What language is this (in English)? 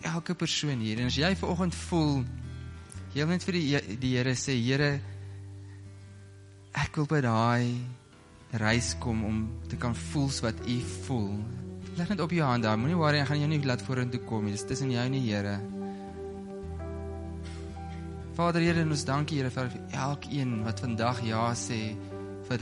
Afrikaans